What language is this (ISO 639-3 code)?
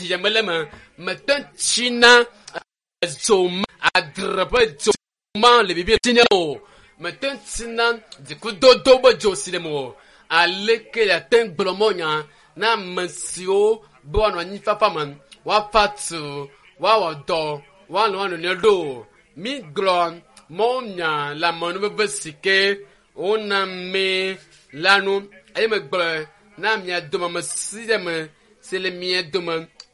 ewe